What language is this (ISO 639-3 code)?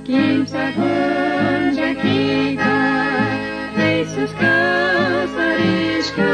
qug